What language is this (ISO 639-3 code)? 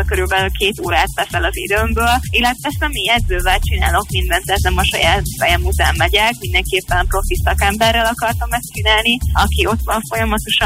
hun